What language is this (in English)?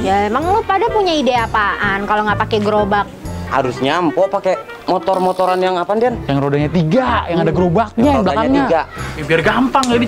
Betawi